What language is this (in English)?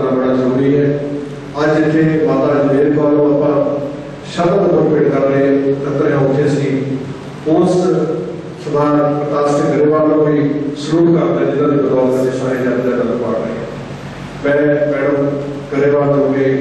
Punjabi